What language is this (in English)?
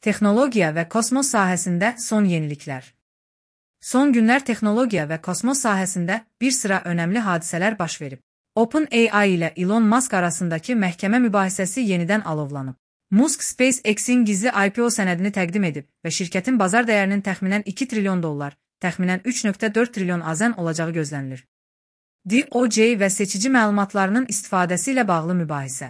Azerbaijani